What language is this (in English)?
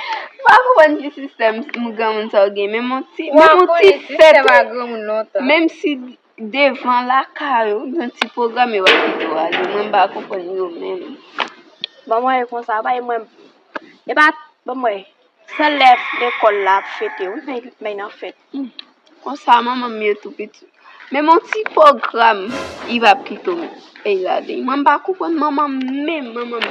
Haitian Creole